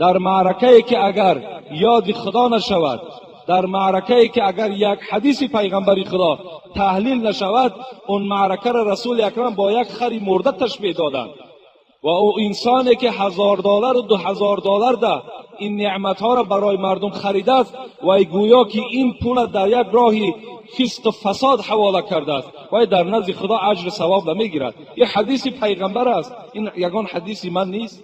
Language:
Tajik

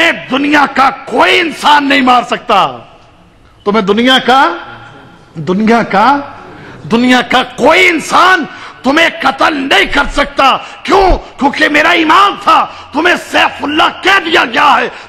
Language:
Urdu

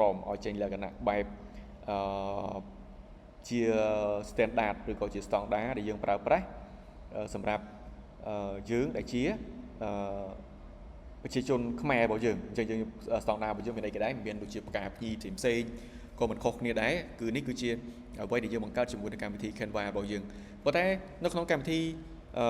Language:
Khmer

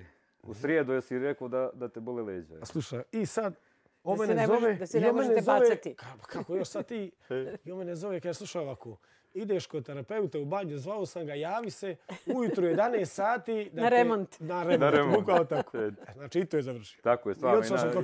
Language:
Bosnian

